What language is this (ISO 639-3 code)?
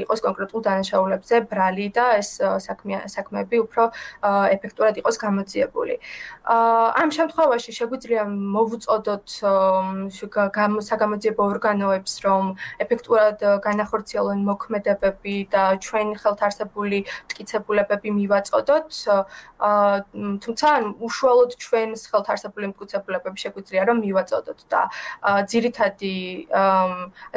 kat